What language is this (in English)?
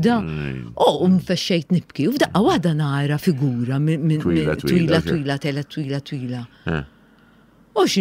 Maltese